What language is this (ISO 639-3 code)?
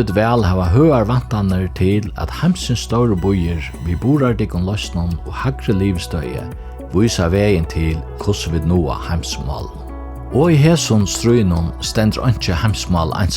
fao